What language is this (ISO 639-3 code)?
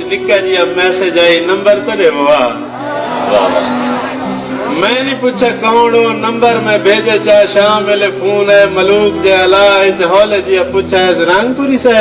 skr